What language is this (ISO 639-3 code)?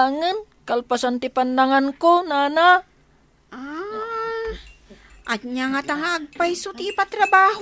ilo